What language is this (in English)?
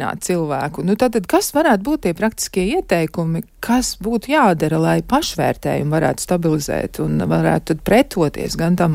Latvian